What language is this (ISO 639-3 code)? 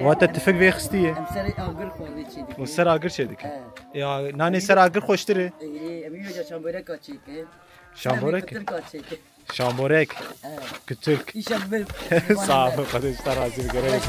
kur